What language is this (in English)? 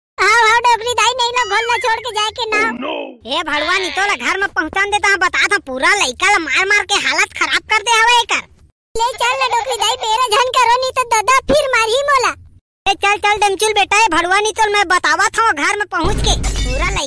Chhattisgarhi